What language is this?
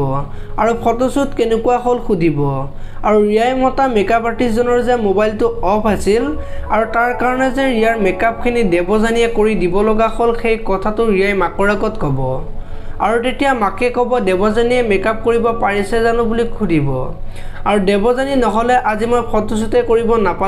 Assamese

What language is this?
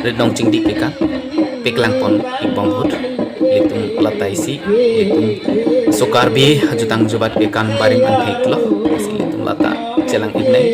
Karbi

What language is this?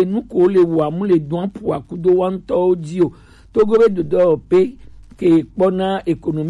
Gen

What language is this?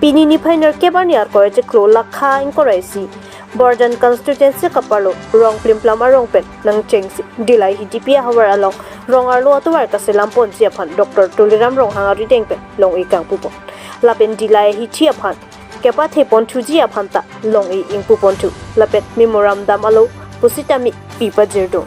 Karbi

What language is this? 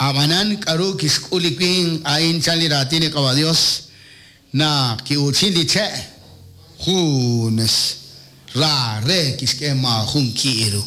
Kekchí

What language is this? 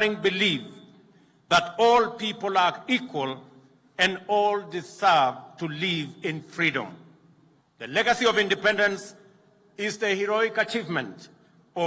Kamba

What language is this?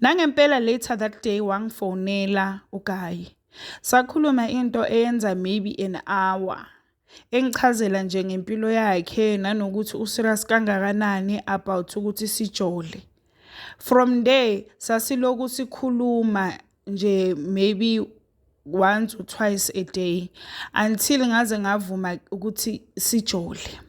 Zulu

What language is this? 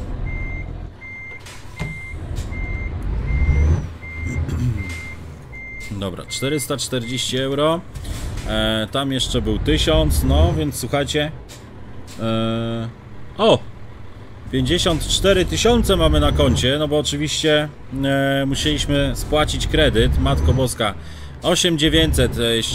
Polish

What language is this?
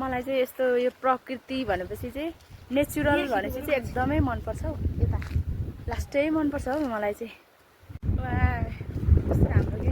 Nepali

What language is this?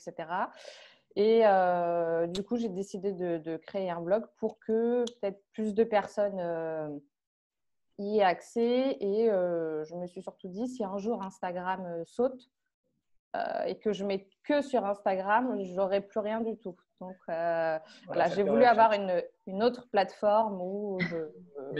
French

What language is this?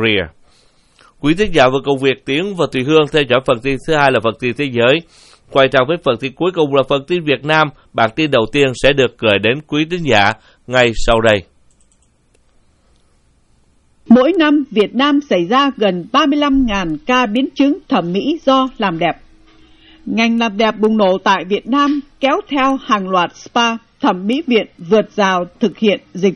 Vietnamese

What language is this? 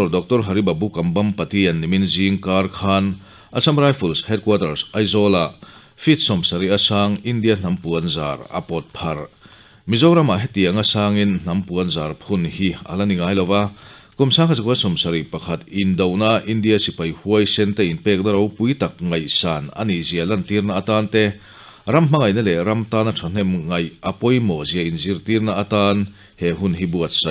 Mizo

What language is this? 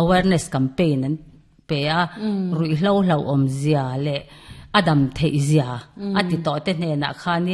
Mizo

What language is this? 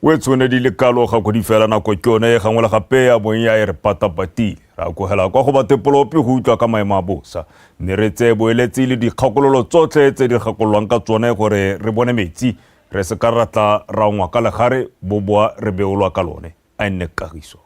Tswana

